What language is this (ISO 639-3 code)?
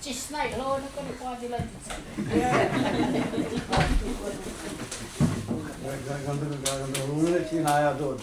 moh